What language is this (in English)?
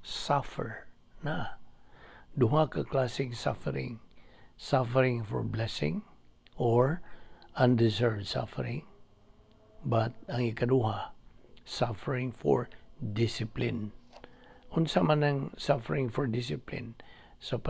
Cebuano